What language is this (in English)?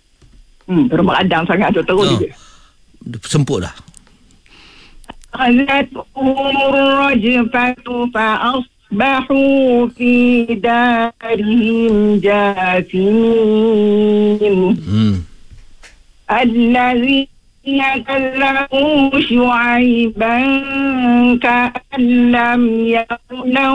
Malay